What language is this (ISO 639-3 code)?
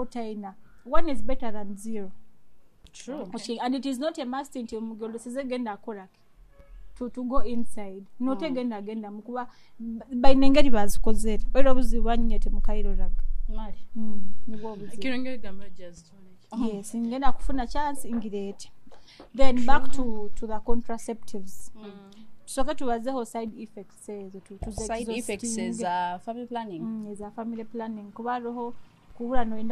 nyo